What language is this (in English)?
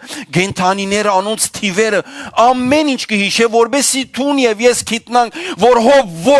Western Armenian